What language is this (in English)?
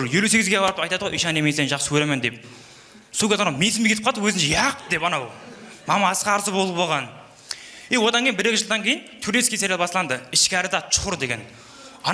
Kara-Kalpak